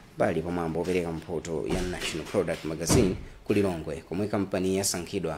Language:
Nyanja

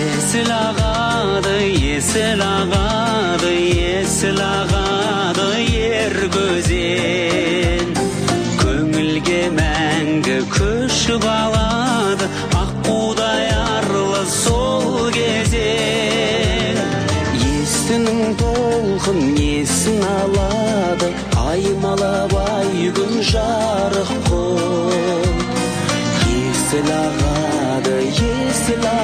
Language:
Kazakh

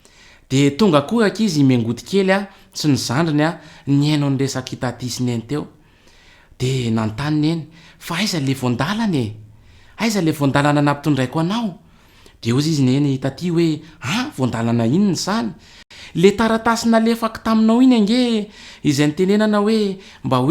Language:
Malagasy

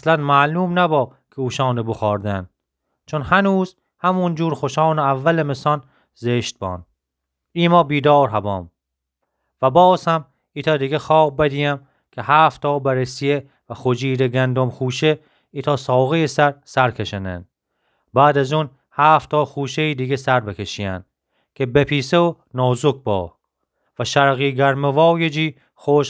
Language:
Gilaki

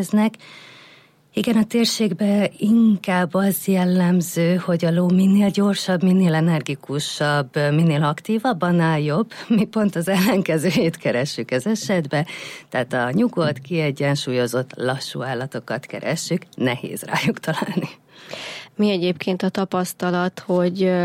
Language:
Hungarian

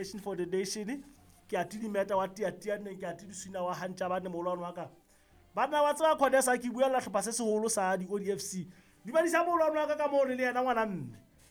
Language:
Southern Sotho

